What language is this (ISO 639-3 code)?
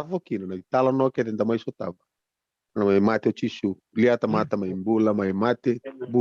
fij